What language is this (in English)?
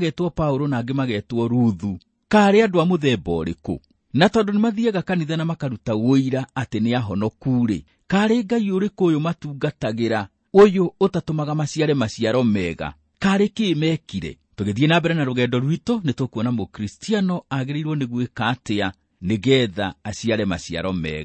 Kikuyu